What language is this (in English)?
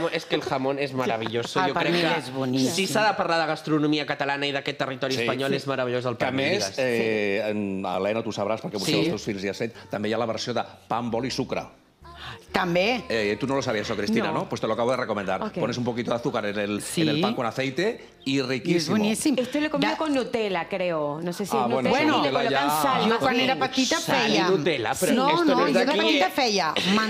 Catalan